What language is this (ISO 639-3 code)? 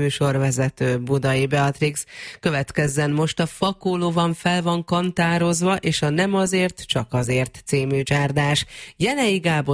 hun